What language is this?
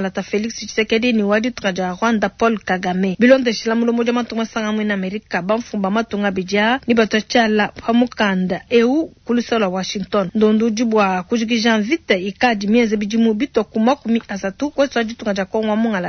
Luba-Lulua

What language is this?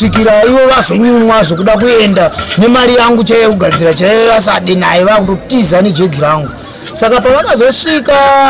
Shona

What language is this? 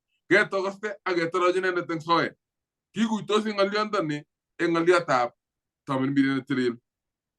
Kalenjin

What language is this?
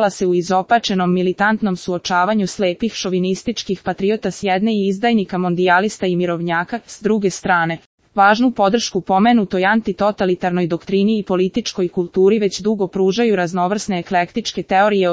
Serbian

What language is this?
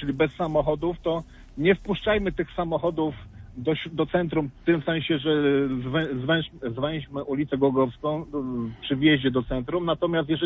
Polish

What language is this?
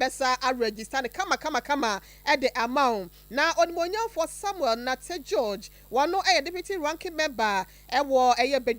Akan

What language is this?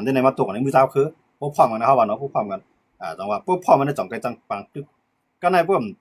Shan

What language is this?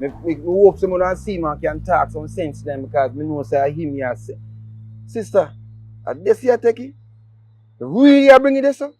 Jamaican Creole English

